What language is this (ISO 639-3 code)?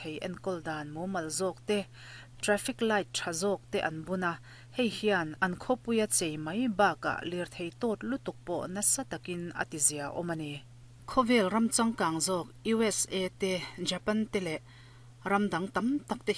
lus